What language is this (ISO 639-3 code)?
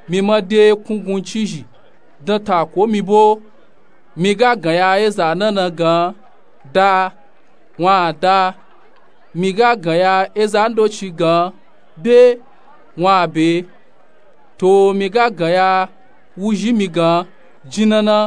nup